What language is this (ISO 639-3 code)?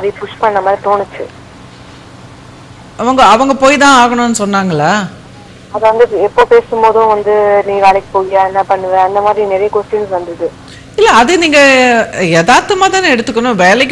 tam